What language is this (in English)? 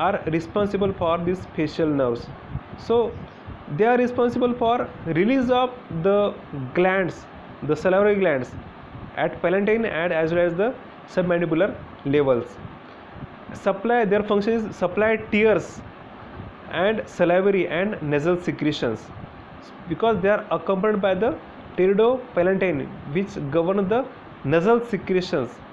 English